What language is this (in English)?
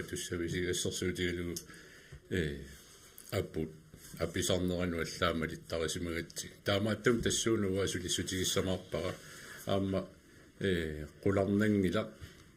Kalaallisut